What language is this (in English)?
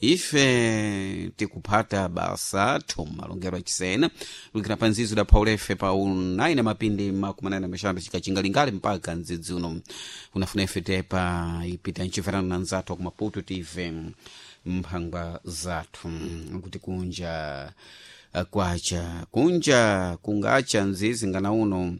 Sena